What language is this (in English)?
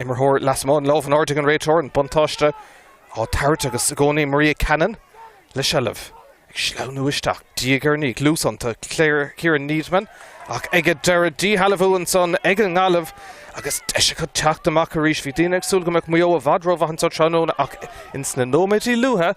Irish